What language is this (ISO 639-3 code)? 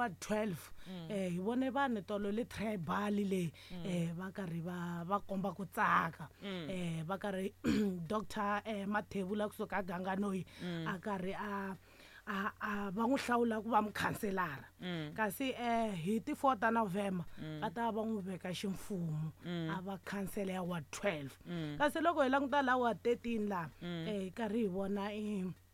tso